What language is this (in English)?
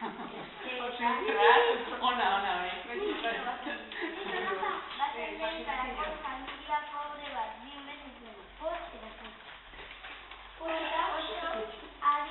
Basque